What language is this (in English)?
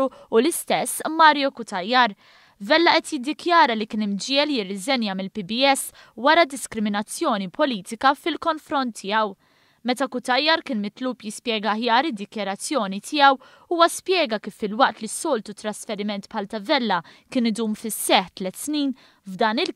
Maltese